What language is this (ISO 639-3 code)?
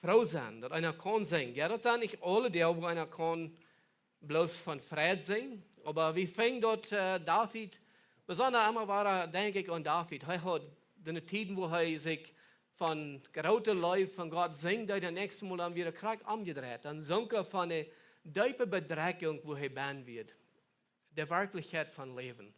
pdt